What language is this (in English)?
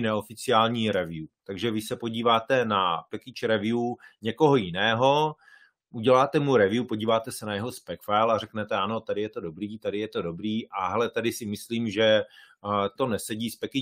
Czech